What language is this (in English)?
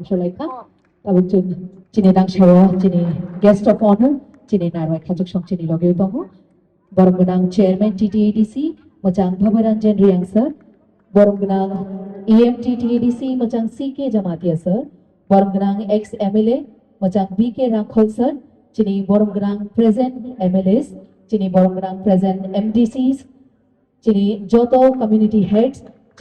Kok Borok